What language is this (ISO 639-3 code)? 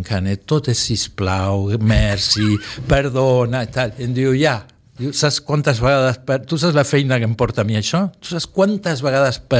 cat